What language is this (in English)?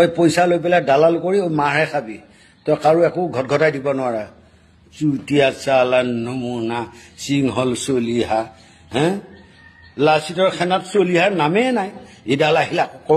Assamese